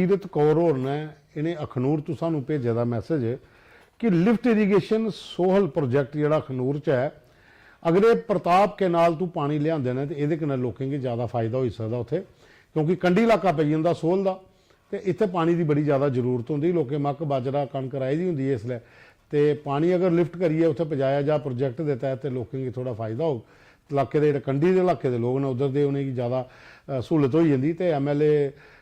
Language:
Dogri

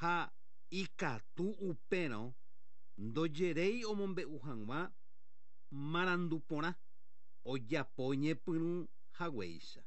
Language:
Guarani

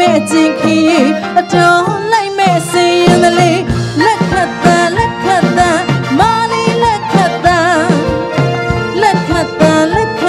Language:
Burmese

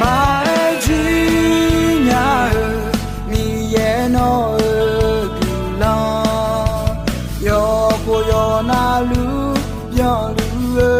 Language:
Akha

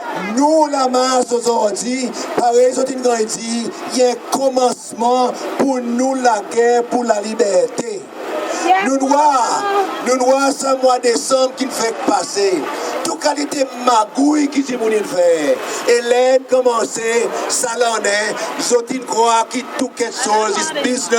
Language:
Seselwa Creole French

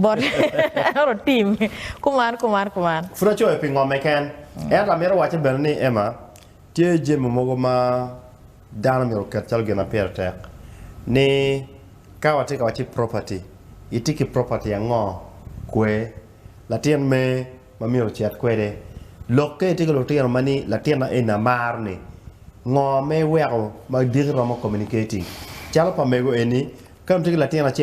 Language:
Acoli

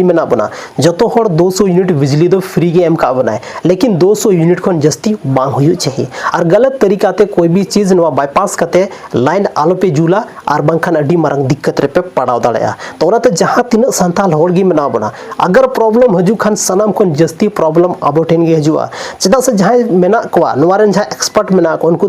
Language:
Santali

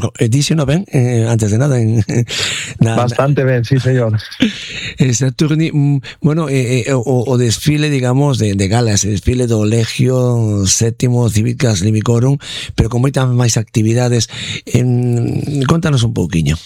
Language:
Galician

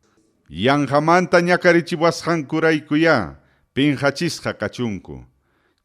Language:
Ayacucho Quechua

